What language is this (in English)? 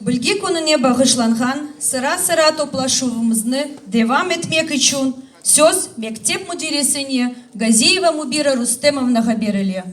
Crimean Tatar